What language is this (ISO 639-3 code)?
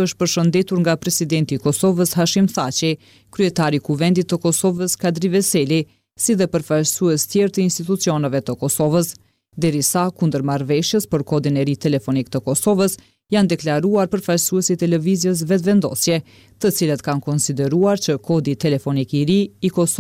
sqi